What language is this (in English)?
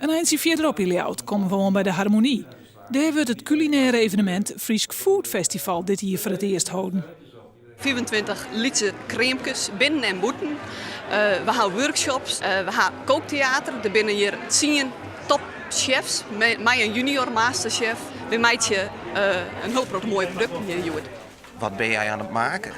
Western Frisian